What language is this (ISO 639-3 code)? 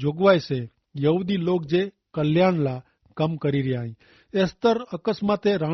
kfr